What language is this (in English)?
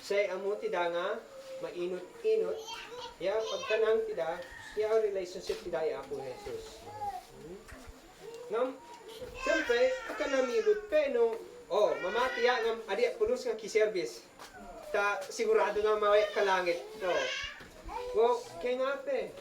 Isnag